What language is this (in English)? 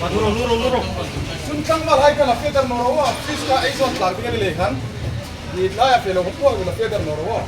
Hmar